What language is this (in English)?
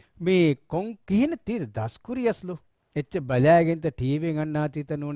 Divehi